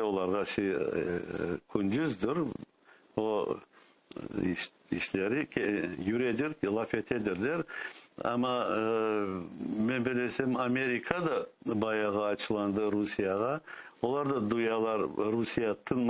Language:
Crimean Tatar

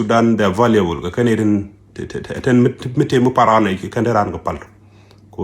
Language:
Nuer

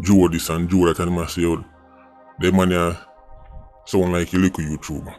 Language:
Jamaican Creole English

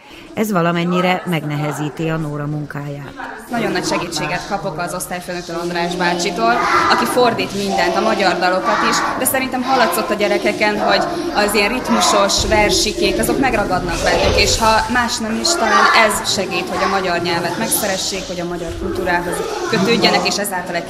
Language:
Hungarian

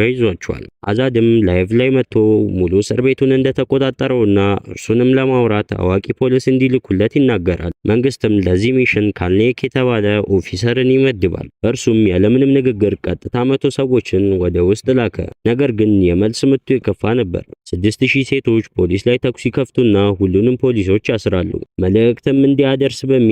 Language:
Amharic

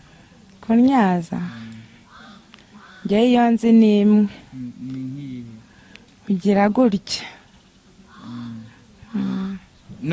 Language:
Kinyarwanda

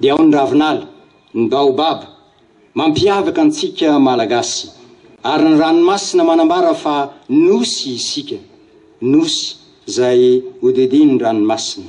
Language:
Malagasy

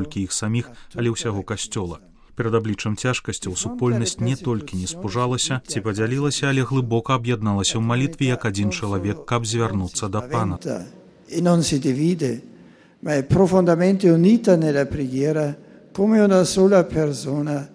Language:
Belarusian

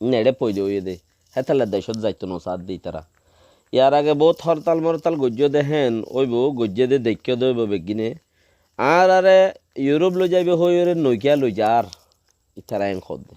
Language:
Rohingya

